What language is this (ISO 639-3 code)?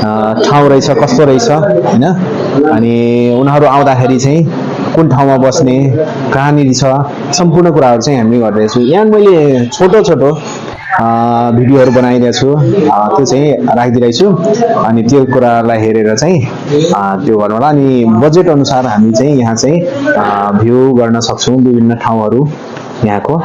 nep